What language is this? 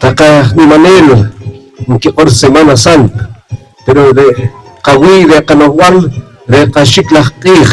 Poqomchi'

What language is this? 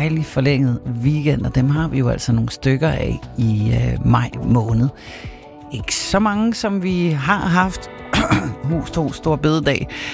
Danish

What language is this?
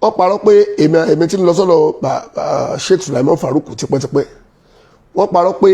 Yoruba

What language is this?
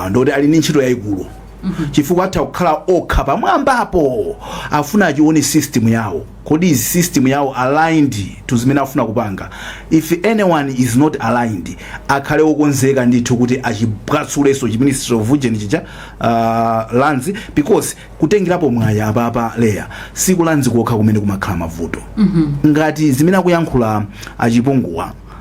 Nyanja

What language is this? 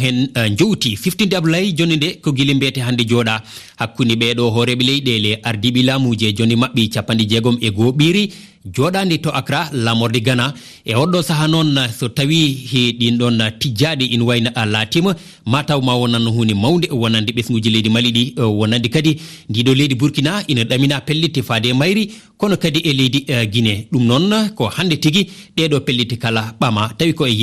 Fula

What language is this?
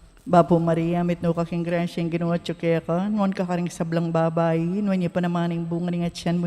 Pampanga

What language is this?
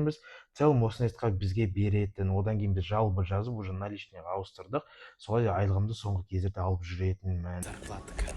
Kazakh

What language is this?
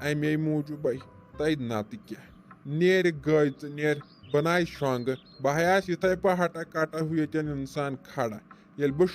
Kashmiri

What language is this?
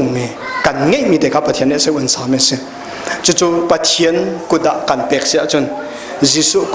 Hakha Chin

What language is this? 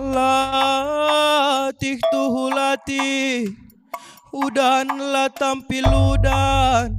Batak Karo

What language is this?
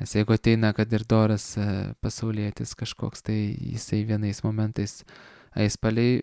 Lithuanian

